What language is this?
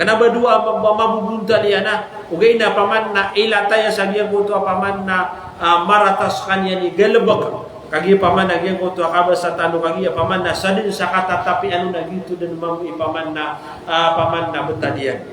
Maranao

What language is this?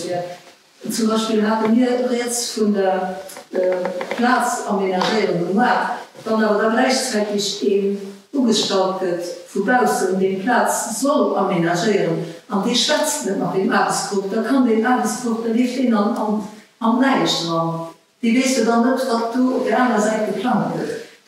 Luxembourgish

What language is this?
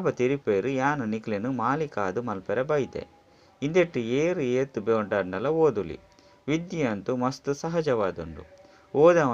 Tulu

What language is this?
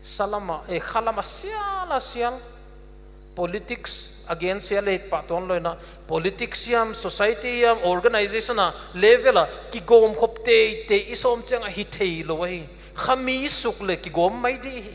Paite Chin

